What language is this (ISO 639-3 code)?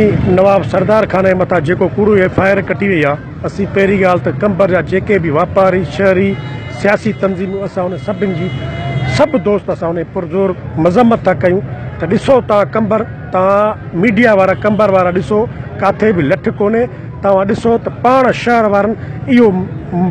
snd